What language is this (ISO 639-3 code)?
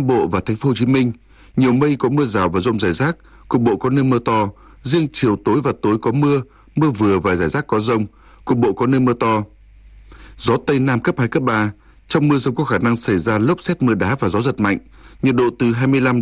vie